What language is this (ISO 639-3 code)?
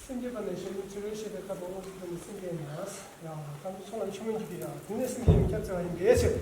bod